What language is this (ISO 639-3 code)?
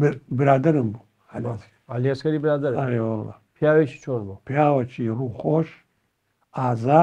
ckb